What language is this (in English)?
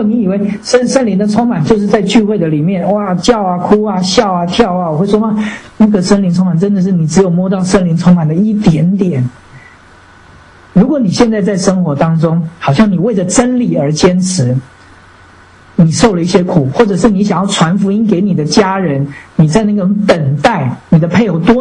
Chinese